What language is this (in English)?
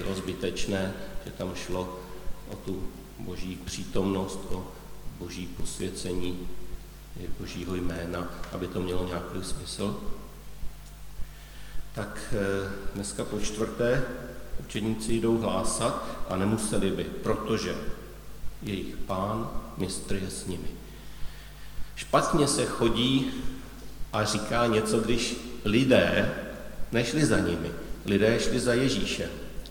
Czech